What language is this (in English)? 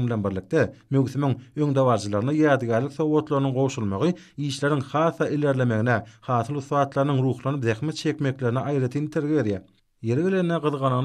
Turkmen